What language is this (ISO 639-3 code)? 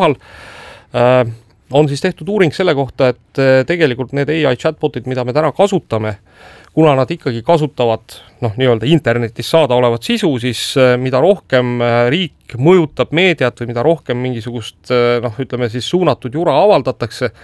est